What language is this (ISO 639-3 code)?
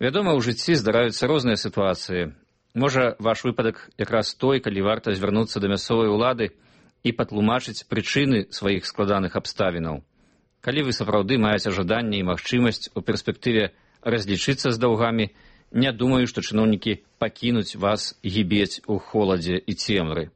bel